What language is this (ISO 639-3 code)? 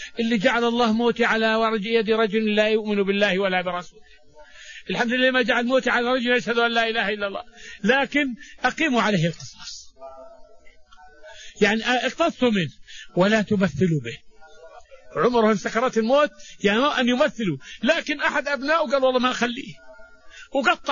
ara